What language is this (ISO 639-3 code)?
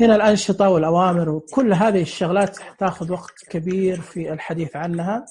ars